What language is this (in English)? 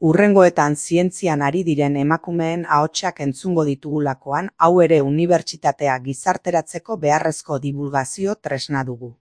Basque